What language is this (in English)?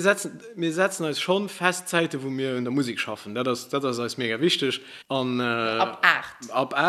Luxembourgish